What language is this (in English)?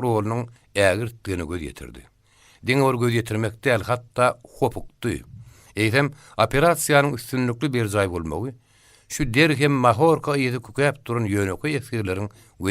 Turkmen